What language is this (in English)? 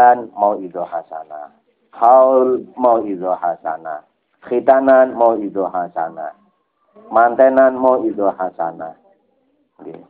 Javanese